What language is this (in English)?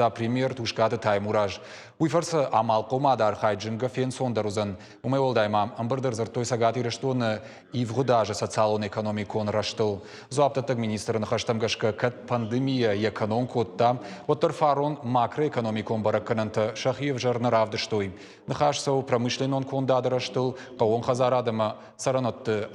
Ossetic